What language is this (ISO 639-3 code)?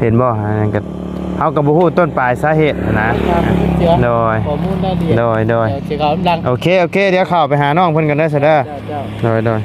lao